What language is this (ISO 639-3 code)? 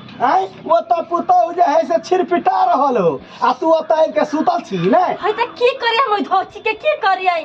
mai